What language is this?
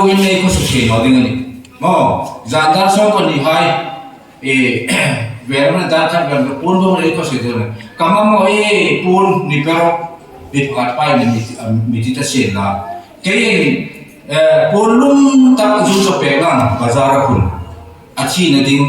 Hmar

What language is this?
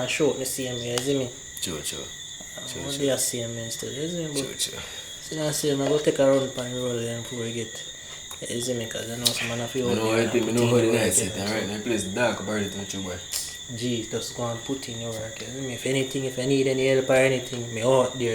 Jamaican Creole English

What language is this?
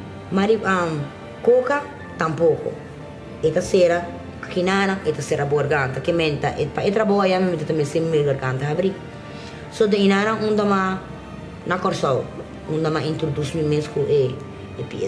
Papiamento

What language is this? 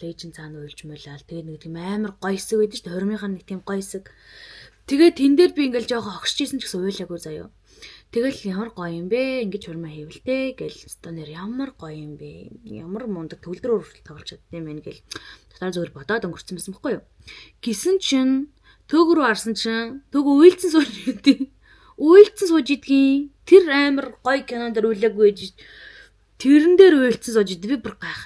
Mongolian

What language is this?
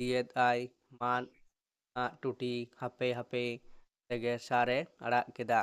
Santali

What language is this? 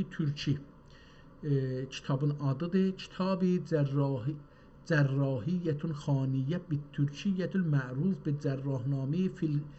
South Azerbaijani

